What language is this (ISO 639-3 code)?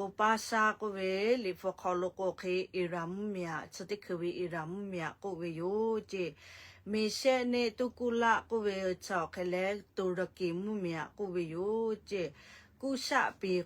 lhu